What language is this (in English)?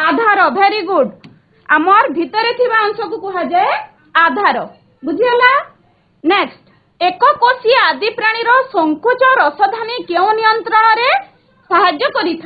Odia